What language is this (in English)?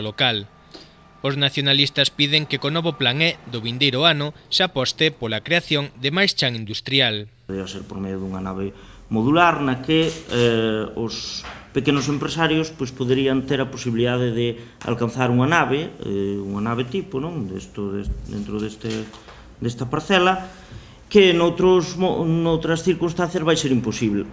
Galician